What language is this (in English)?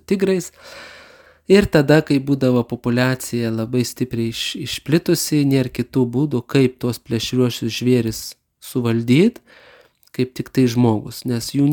Lithuanian